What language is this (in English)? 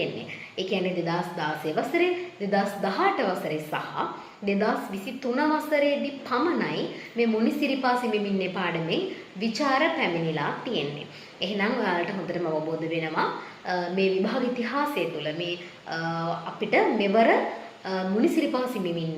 Sinhala